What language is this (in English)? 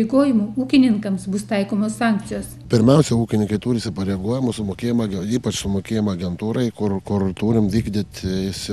Lithuanian